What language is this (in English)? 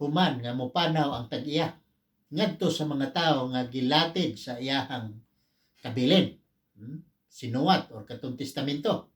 Cebuano